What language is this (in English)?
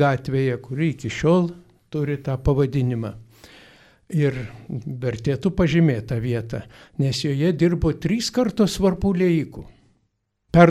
Lithuanian